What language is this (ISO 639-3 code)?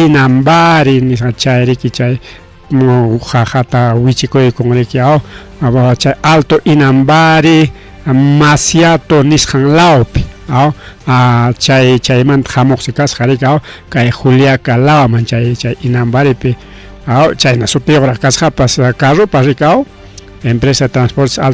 quy